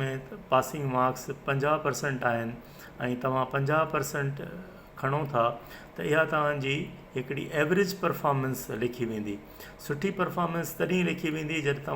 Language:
Sindhi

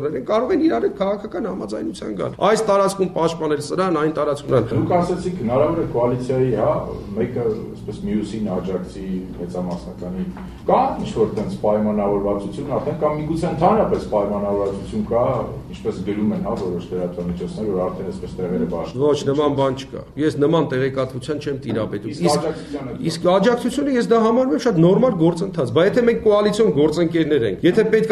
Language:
Armenian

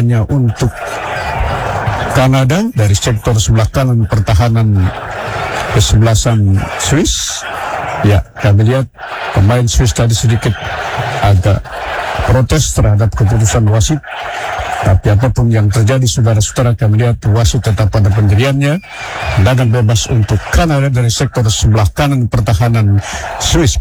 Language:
Indonesian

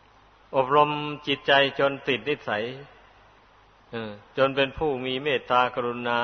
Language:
Thai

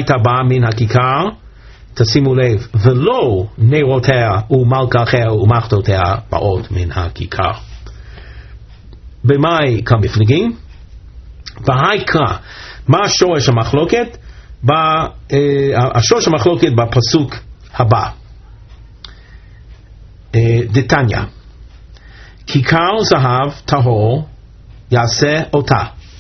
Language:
Hebrew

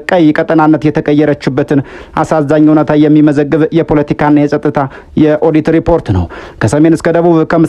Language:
Amharic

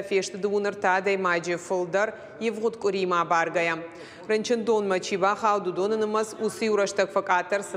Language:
Ossetic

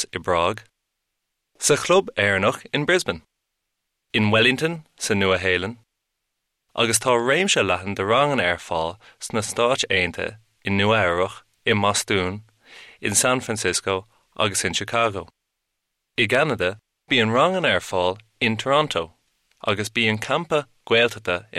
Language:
Irish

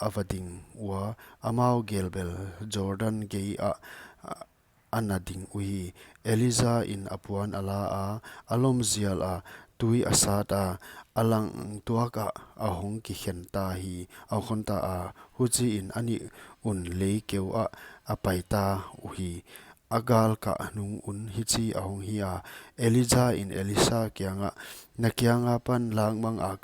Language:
Paite Chin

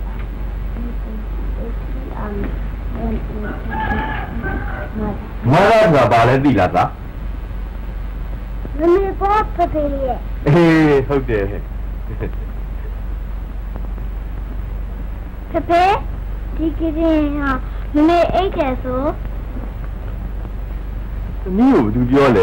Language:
Burmese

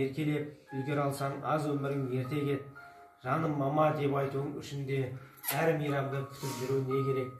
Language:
Kazakh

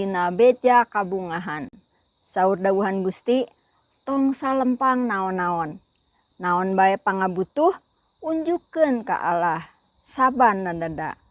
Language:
Sundanese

